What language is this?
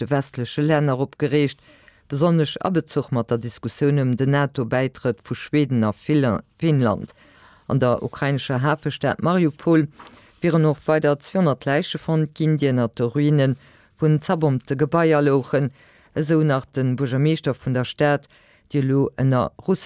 Luxembourgish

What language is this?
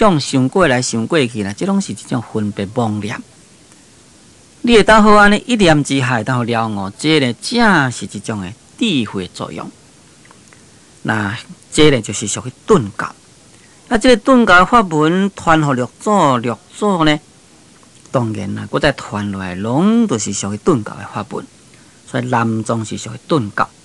Min Nan Chinese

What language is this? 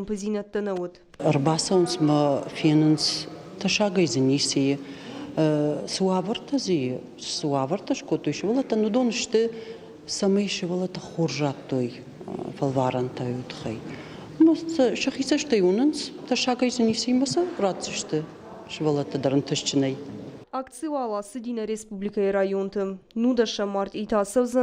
Ossetic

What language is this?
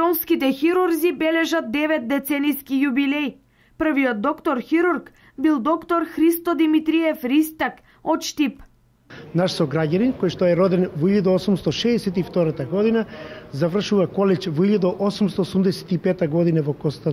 Macedonian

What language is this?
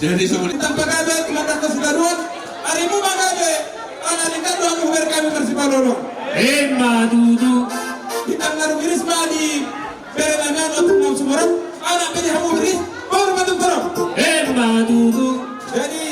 Batak Toba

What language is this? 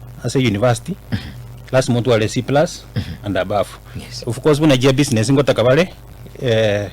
Gusii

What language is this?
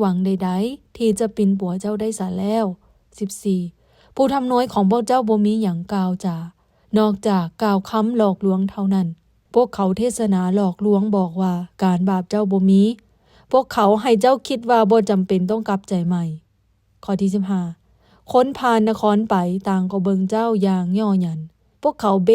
Lao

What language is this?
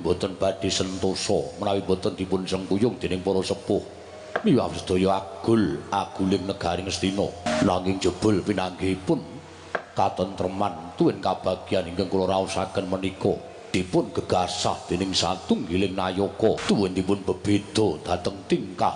Javanese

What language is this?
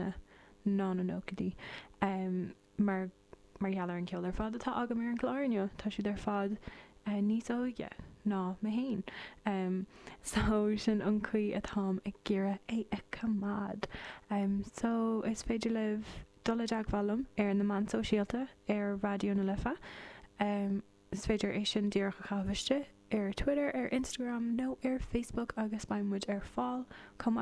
Irish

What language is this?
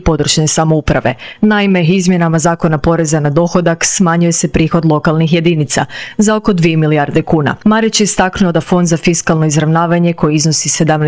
Croatian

